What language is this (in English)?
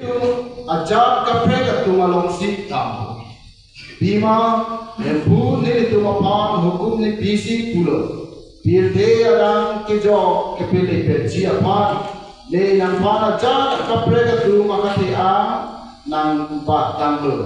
Karbi